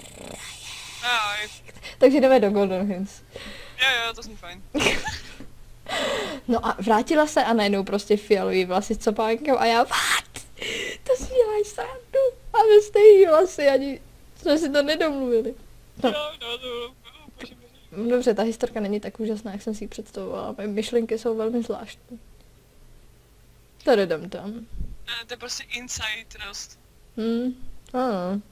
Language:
Czech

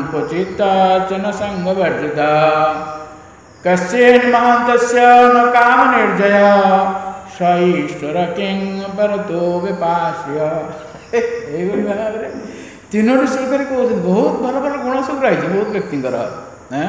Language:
Odia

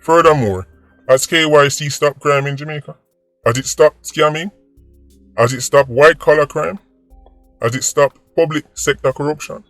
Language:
Jamaican Creole English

